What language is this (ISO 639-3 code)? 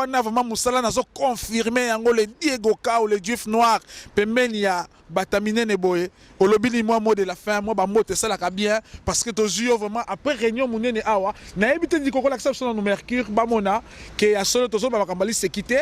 lin